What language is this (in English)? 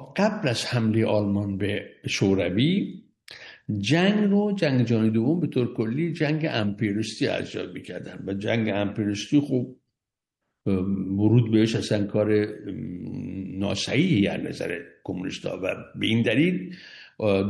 Persian